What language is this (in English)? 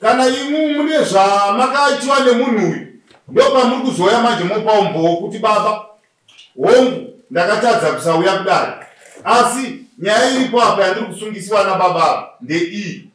Shona